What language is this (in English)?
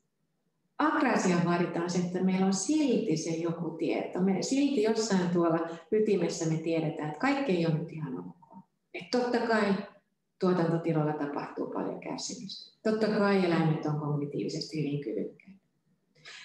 Finnish